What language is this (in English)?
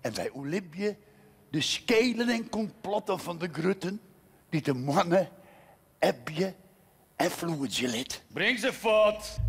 Western Frisian